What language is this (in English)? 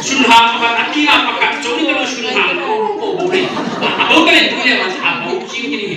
Hmar